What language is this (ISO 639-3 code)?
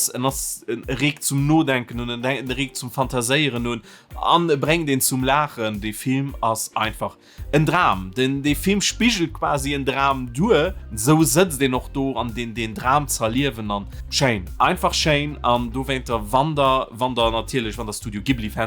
ltz